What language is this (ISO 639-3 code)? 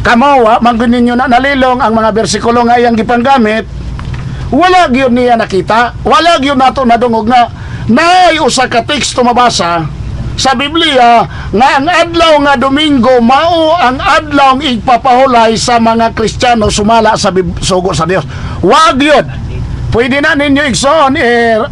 ceb